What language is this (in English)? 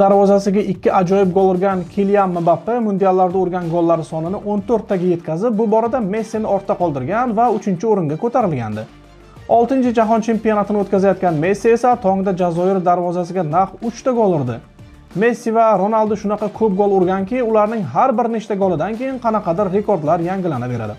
Uzbek